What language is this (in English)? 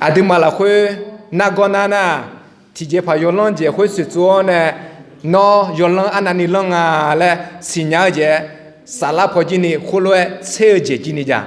Akha